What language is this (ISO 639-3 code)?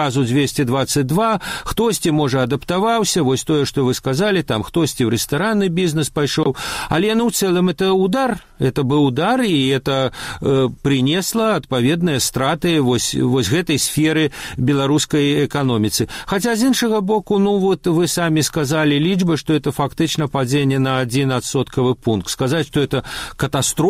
bel